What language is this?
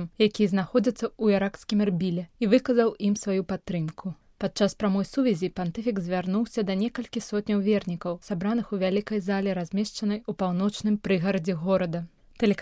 Belarusian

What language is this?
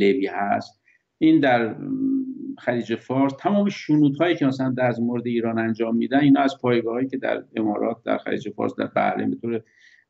Persian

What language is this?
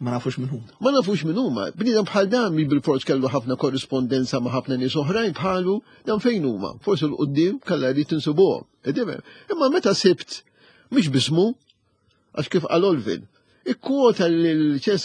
Maltese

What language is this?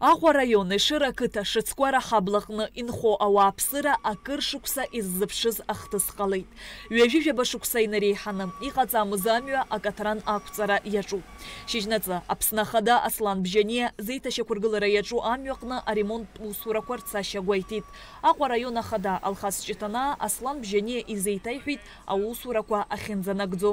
Abkhazian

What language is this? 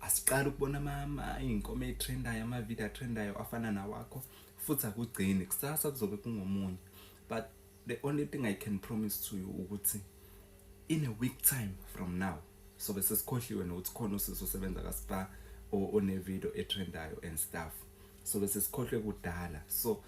Zulu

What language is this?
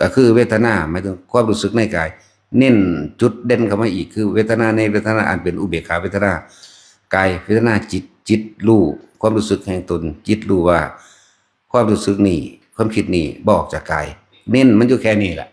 Northeastern Thai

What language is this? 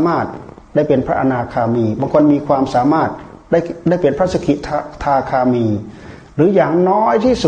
Thai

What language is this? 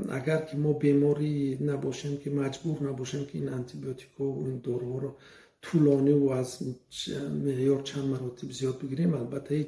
Tajik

